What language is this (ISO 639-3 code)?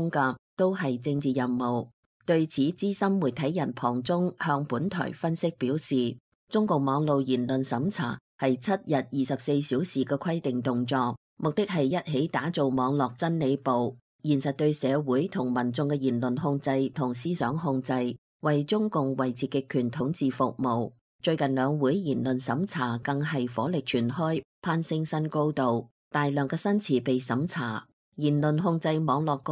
yue